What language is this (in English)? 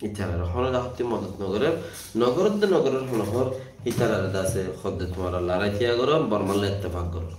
Rohingya